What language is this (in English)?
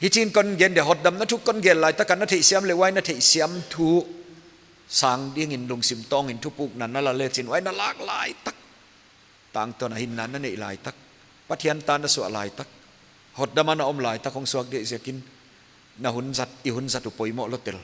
Paite Chin